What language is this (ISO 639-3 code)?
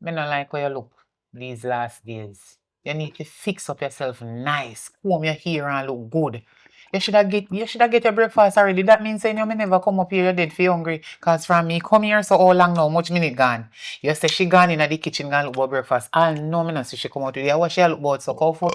jam